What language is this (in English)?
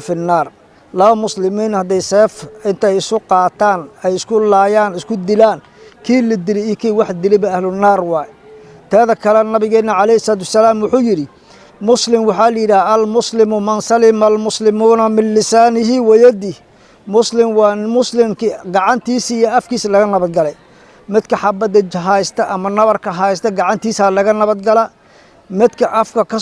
Somali